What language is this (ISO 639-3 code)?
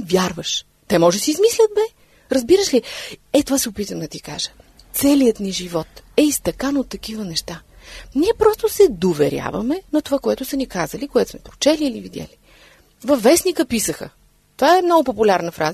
bul